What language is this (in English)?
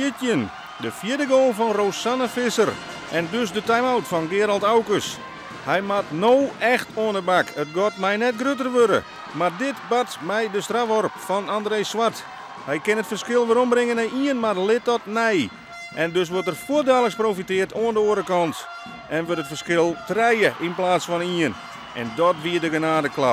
Western Frisian